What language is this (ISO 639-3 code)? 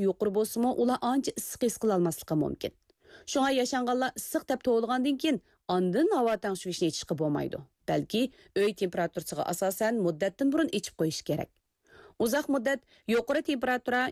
uig